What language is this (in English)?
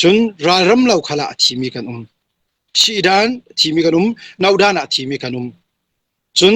Falam Chin